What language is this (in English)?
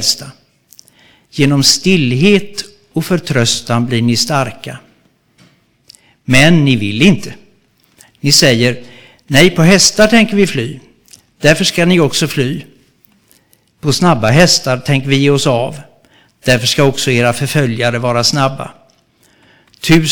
Swedish